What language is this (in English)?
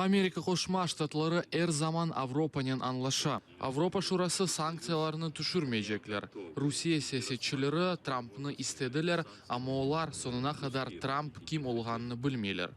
Crimean Tatar